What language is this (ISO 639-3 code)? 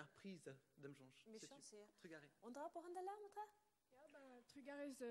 bre